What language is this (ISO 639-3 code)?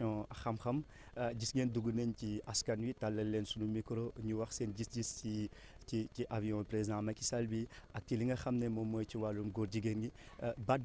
wol